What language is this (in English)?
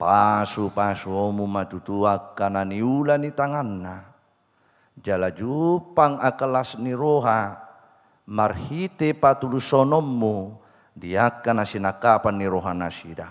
Batak Toba